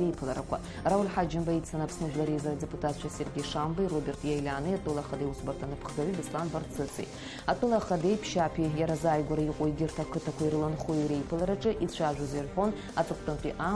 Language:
Abkhazian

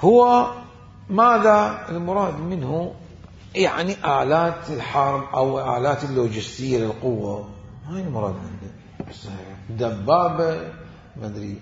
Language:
Mesopotamian Arabic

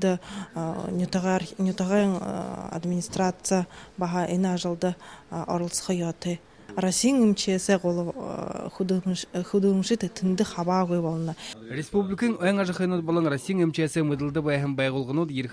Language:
Buriat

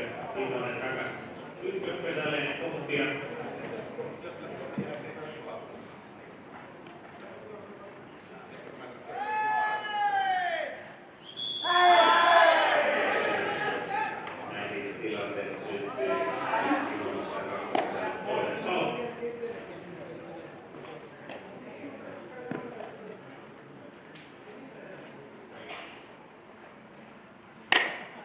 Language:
Finnish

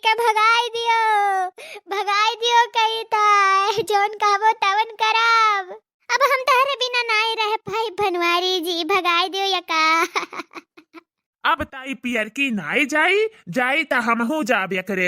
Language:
Awadhi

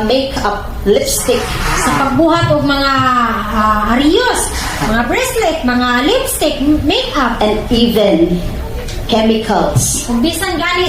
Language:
Cebuano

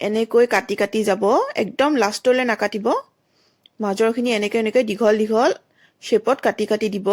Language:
Assamese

